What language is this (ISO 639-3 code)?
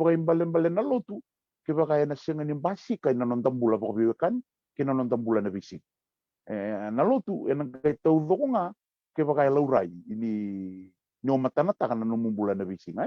fij